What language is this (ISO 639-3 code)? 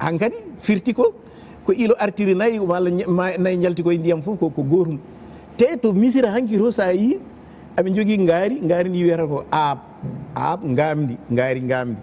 ful